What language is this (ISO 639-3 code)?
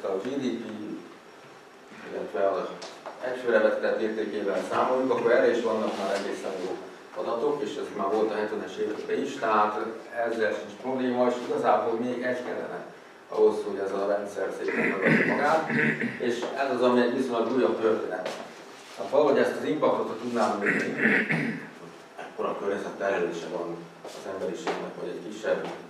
hun